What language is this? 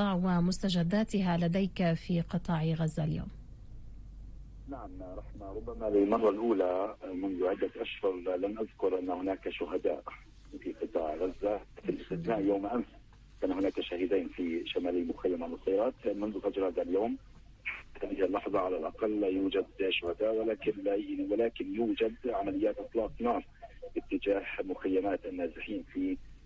Arabic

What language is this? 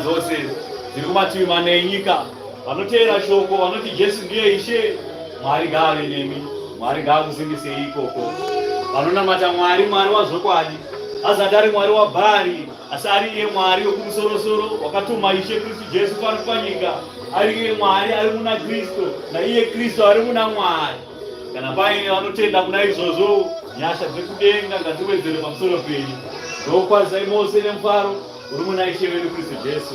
Shona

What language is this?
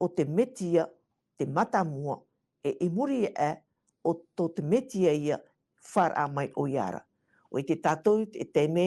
Tahitian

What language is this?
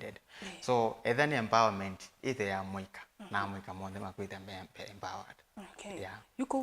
Kamba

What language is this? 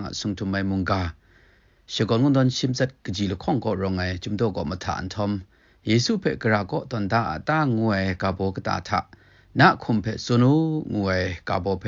Kachin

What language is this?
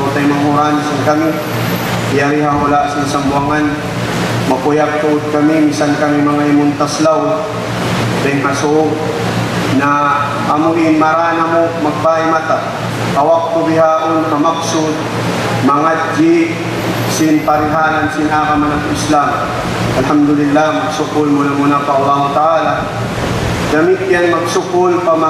Tausug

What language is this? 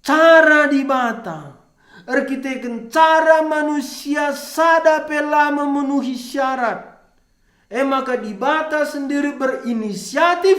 Batak Karo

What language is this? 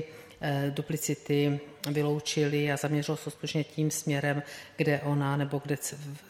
Czech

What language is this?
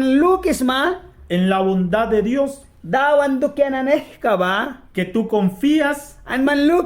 Mískito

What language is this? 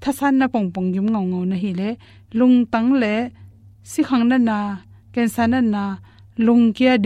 Tedim Chin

